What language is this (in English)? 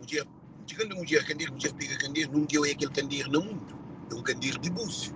Kabuverdianu